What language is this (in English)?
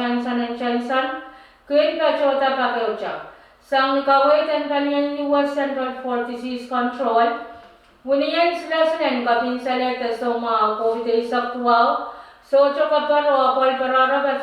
Pohnpeian